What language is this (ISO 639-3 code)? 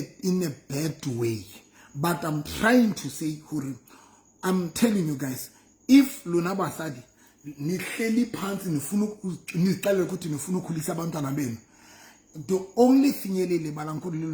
sot